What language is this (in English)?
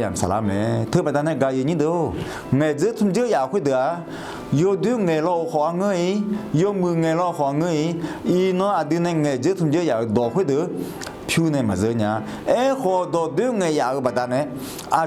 Akha